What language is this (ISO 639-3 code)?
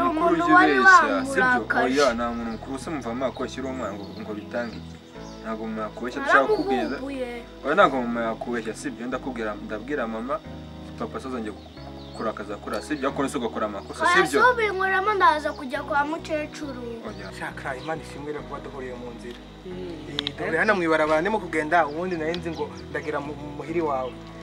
kin